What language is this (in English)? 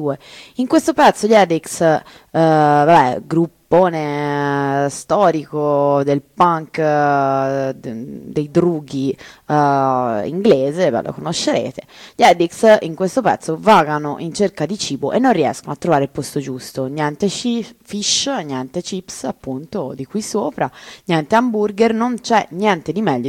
Italian